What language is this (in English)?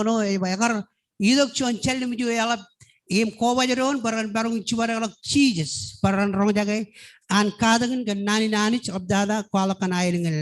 Marshallese